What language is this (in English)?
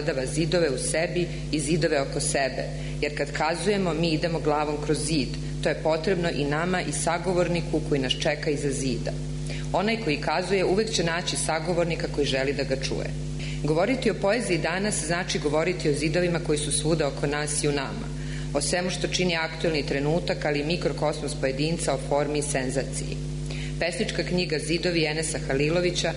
Serbian